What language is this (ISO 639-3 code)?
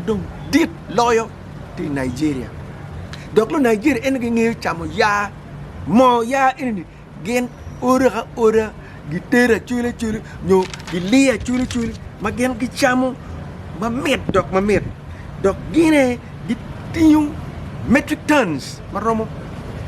ach